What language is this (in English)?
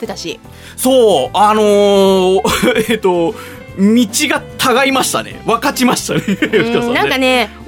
Japanese